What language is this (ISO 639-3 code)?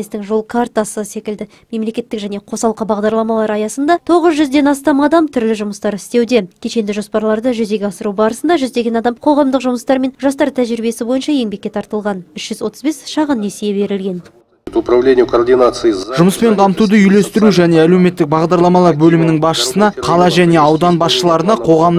kaz